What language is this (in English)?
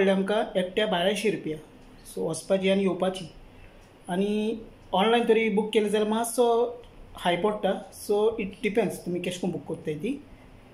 Konkani